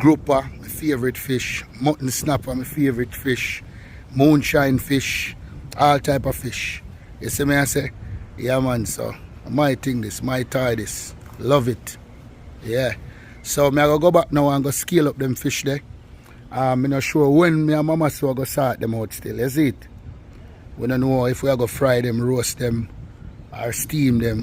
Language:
Jamaican Creole English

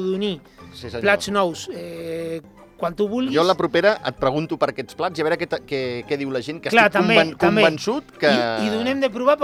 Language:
Catalan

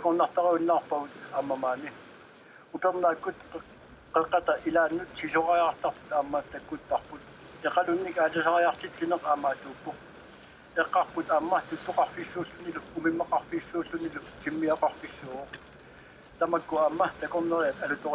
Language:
Kalaallisut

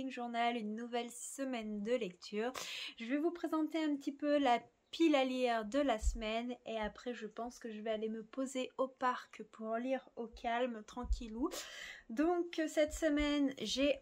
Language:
French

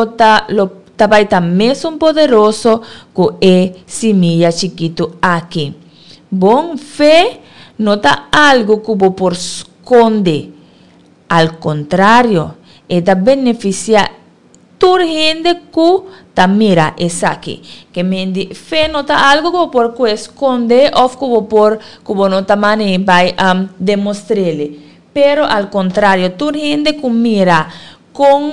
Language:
Papiamento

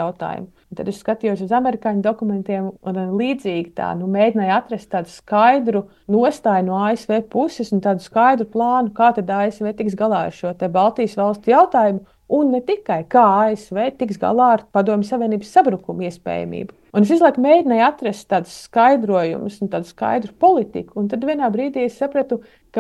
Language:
Latvian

